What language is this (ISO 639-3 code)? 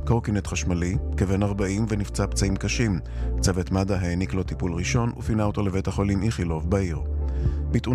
heb